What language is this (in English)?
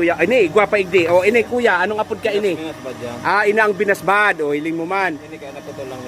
Bikol